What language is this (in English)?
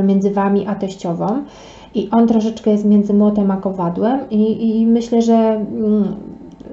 Polish